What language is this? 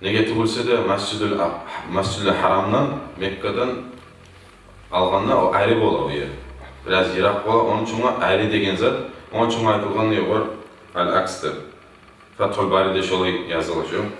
Kumyk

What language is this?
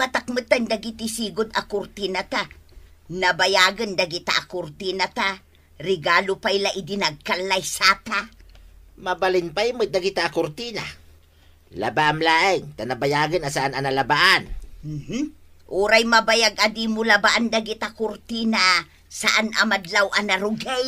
Iloko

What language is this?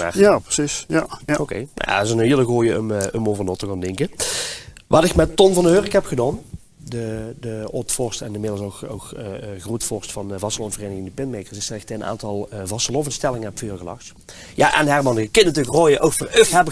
Limburgish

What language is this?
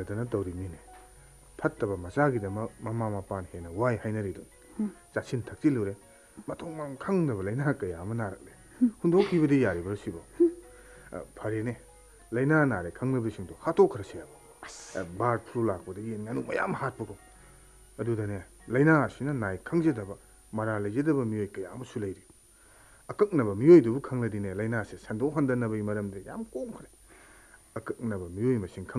Manipuri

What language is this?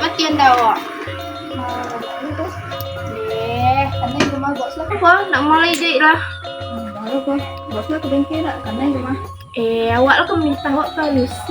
Minangkabau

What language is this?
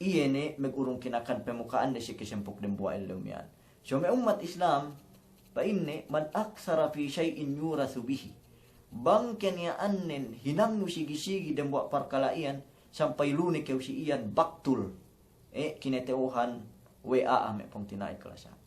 Yakan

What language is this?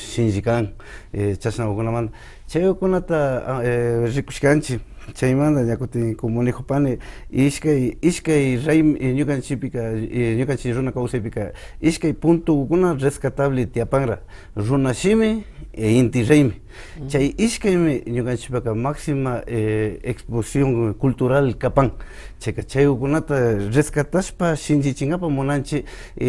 Imbabura Highland Quichua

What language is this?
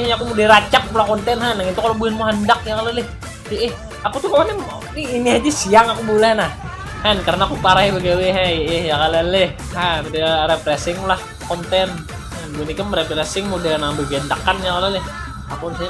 Banjar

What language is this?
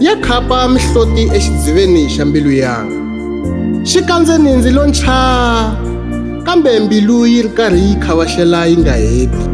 Tsonga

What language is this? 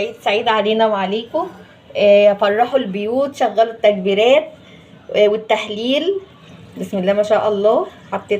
Egyptian Arabic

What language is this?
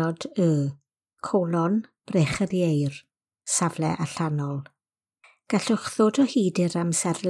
Welsh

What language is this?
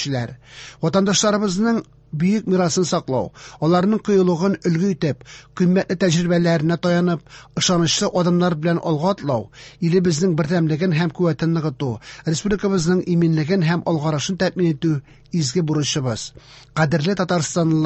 Tatar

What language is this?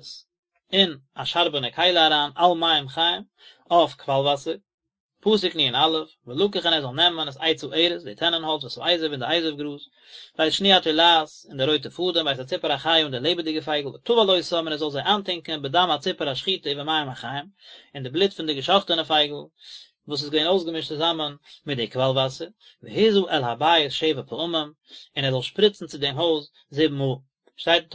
Yiddish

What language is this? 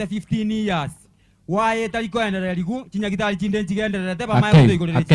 Gusii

